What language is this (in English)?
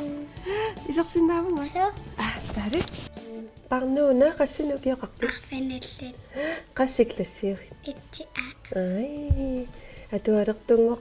Kalaallisut